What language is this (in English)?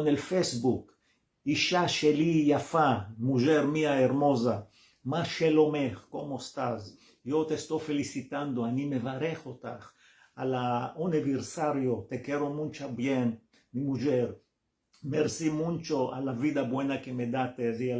Ladino